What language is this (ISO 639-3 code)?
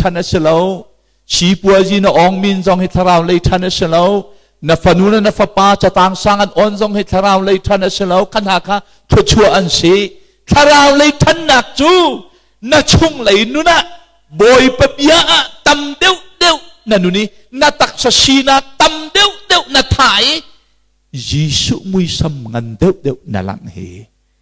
cnh